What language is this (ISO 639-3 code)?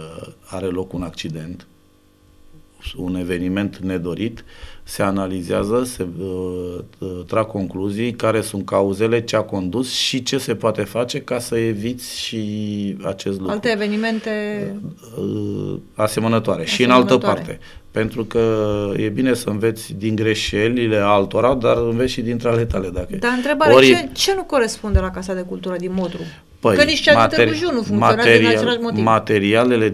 ron